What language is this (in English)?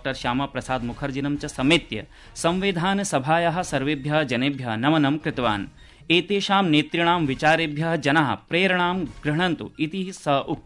Sanskrit